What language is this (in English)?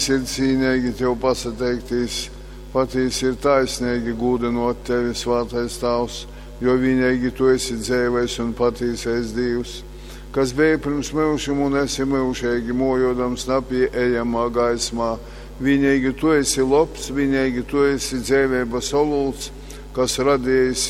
Latgalian